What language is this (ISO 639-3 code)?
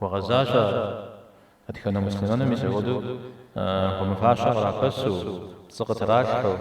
kbd